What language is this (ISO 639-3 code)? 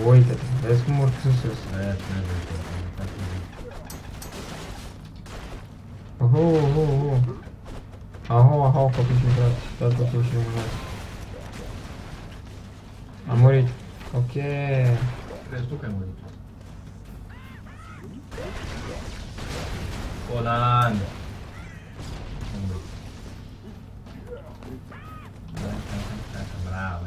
ron